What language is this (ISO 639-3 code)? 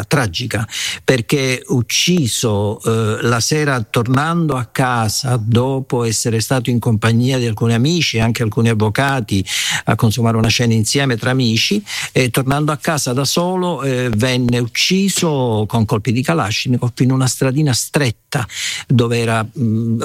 ita